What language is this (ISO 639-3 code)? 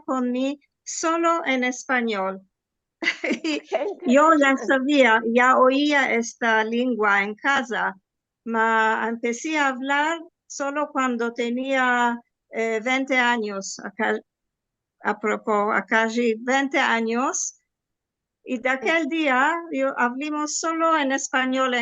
lad